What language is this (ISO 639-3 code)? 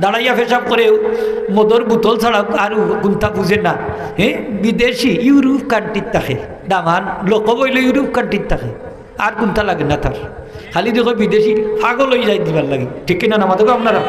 syl